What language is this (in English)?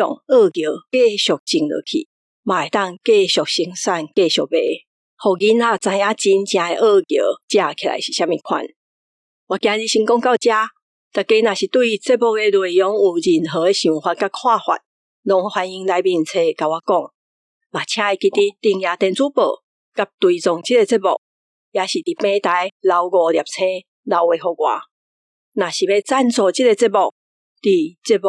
Min Nan Chinese